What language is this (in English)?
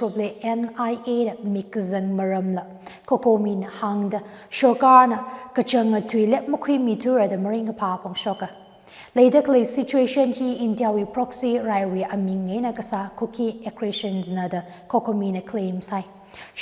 Tangkhul Naga (India)